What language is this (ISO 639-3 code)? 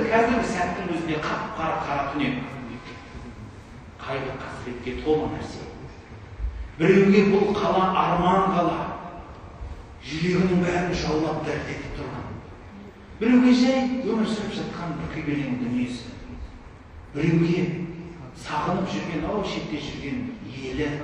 kaz